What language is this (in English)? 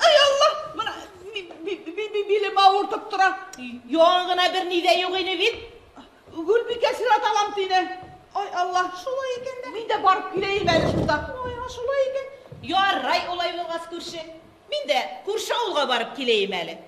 Bashkir